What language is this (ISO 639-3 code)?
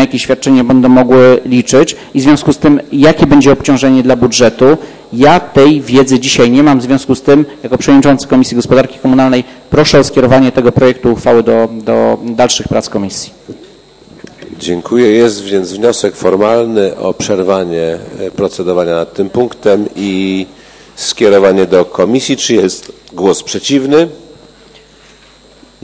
pol